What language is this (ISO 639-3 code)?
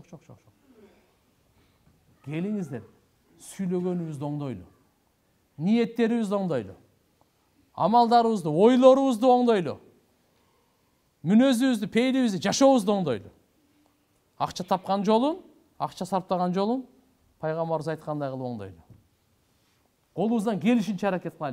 kir